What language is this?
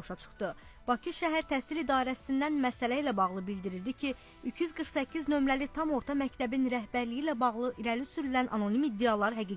Azerbaijani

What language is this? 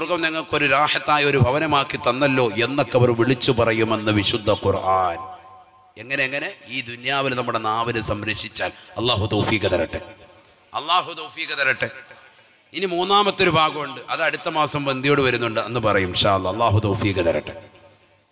Malayalam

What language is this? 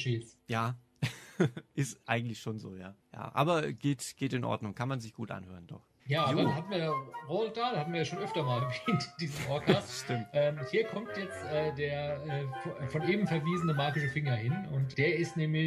German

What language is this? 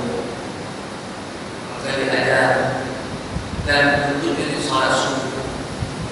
Malay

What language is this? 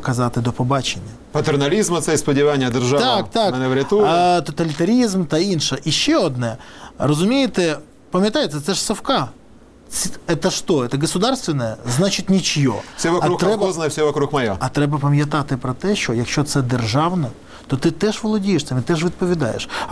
Ukrainian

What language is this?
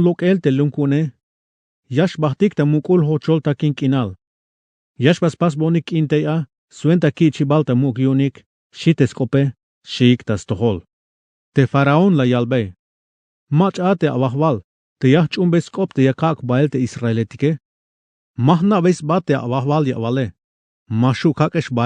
Tzeltal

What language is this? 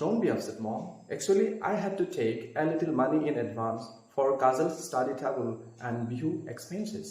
Assamese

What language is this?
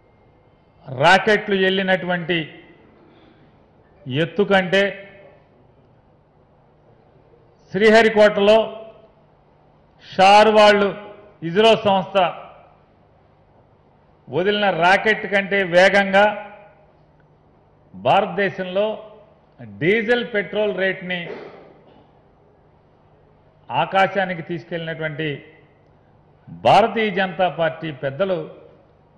Telugu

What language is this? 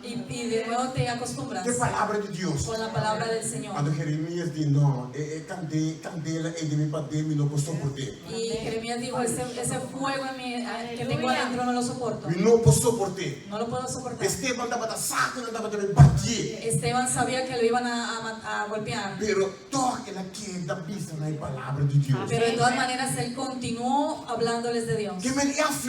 Papiamento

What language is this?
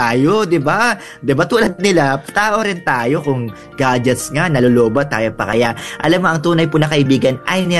Filipino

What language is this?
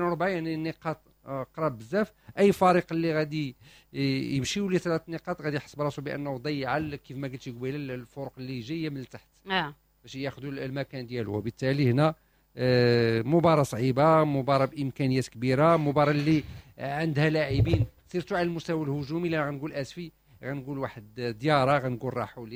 Moroccan Arabic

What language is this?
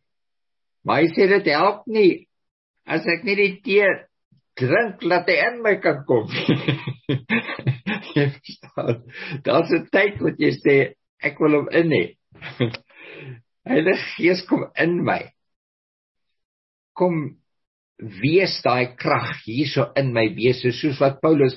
Afrikaans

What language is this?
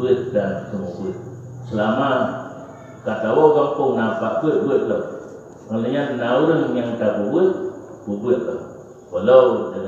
Achinese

